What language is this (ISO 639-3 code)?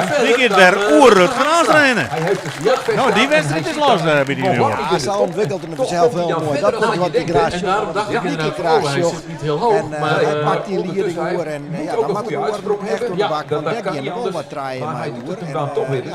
fry